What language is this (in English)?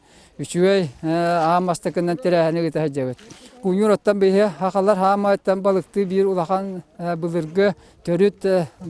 Yakut